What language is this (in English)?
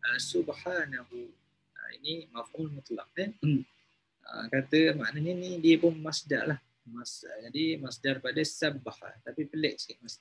Malay